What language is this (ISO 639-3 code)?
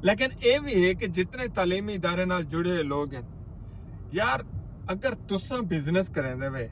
skr